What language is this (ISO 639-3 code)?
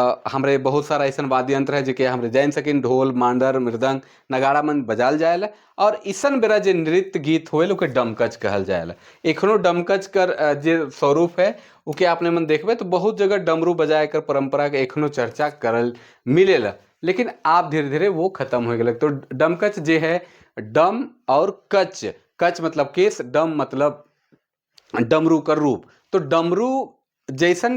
sck